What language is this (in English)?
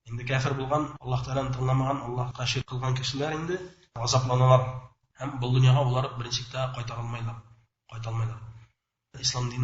Bashkir